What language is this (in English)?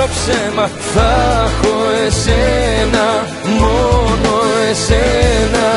Greek